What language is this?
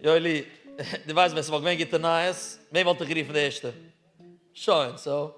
Yiddish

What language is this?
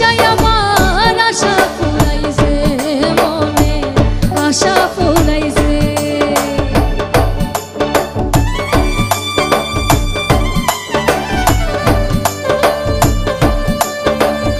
Bangla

